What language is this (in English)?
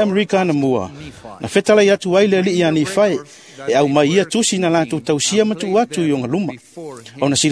Samoan